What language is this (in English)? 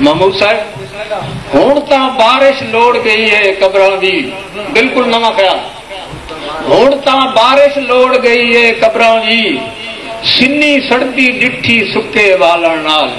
Saraiki